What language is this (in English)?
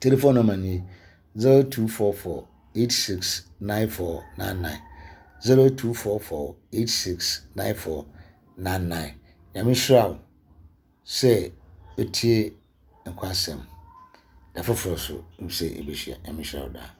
Akan